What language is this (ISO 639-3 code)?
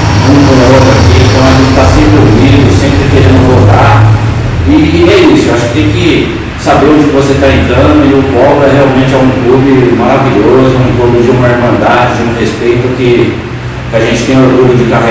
por